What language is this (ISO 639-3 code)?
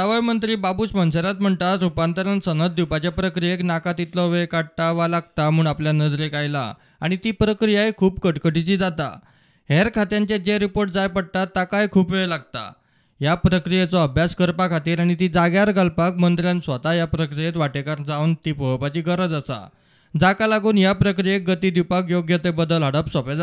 kok